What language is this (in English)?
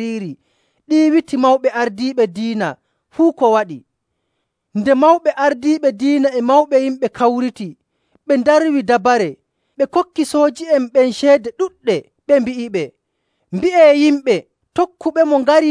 Nigerian Fulfulde